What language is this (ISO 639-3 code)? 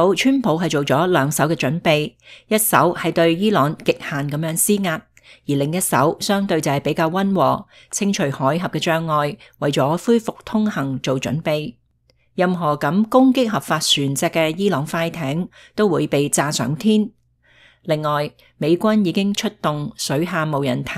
yue